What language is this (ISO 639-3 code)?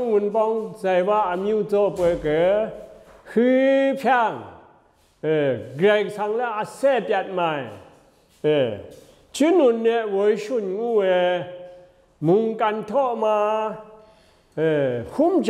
atb